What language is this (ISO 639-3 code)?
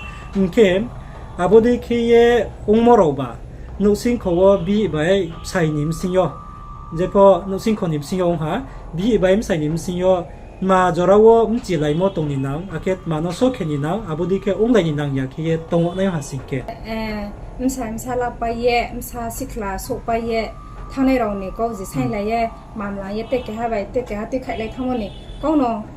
ria